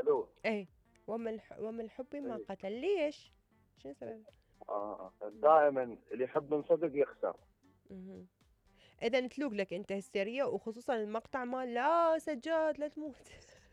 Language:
Mesopotamian Arabic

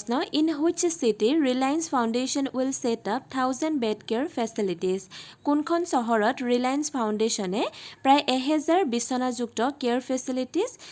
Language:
Assamese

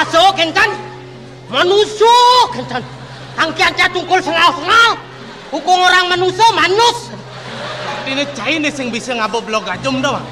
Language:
Balinese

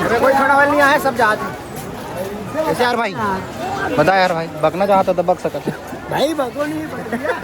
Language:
Chhattisgarhi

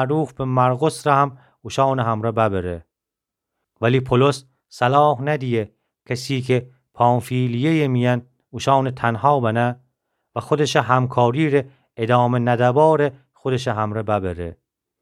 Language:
Gilaki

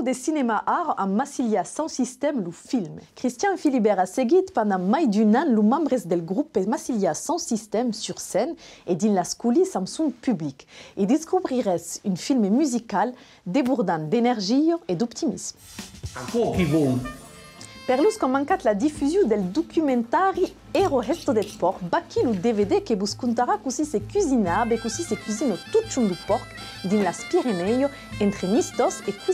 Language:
Occitan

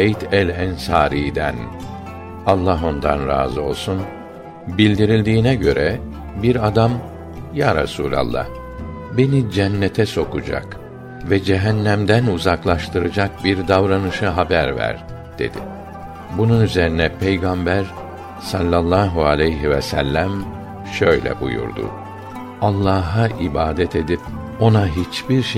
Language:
Turkish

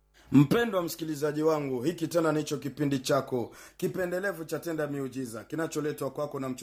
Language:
Swahili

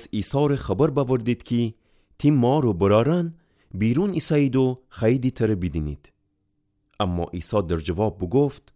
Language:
Gilaki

